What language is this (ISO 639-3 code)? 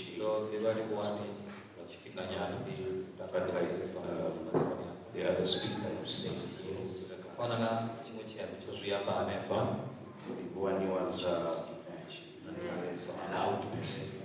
ven